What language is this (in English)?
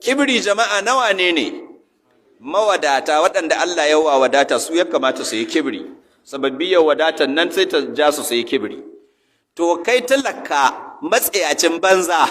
Hausa